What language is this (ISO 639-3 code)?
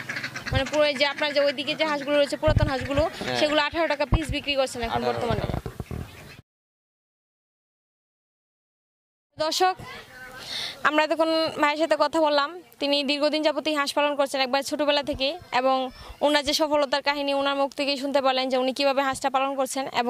ben